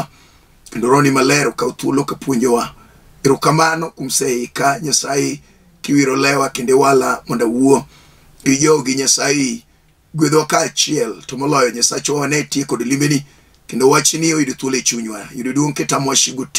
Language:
Luo (Kenya and Tanzania)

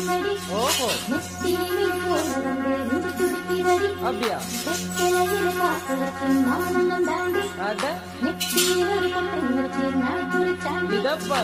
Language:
Tamil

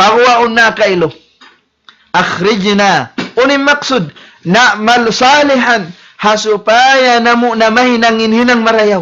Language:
Tausug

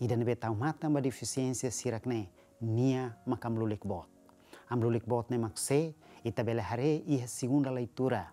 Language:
Tetum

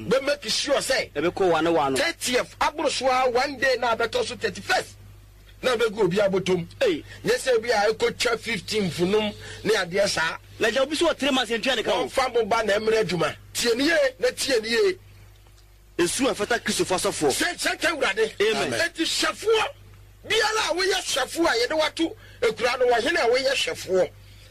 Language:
Akan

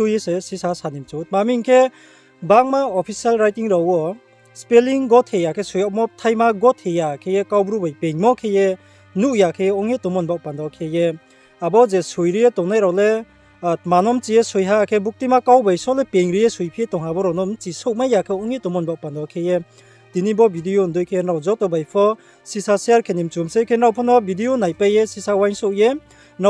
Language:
Riang (India)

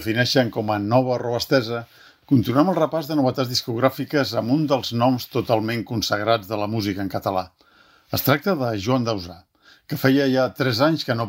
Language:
Catalan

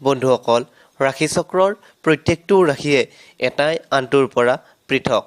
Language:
Assamese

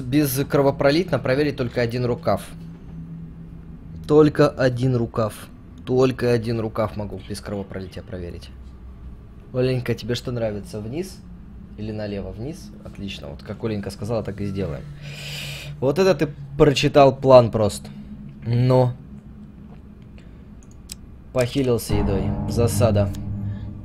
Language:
Russian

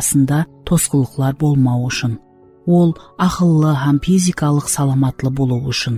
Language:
Kara-Kalpak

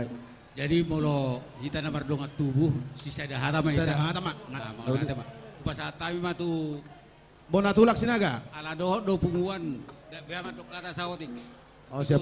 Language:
Batak Toba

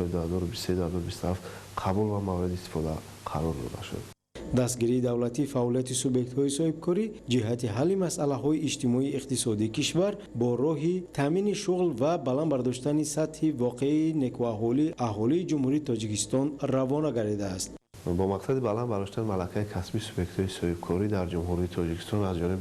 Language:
Tajik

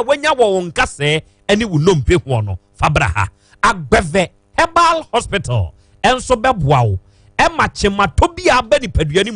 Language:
Akan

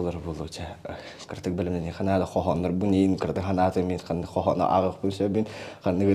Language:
Yakut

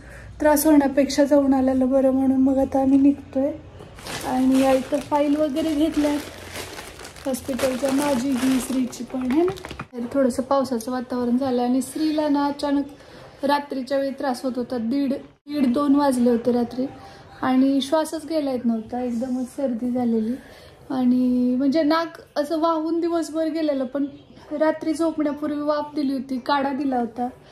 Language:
Marathi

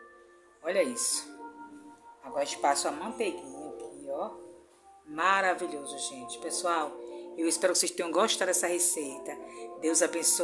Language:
Portuguese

